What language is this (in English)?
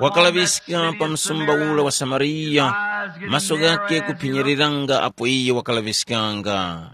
Tumbuka